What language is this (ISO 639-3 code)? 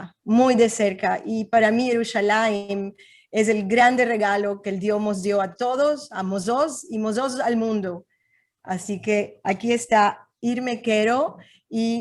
lad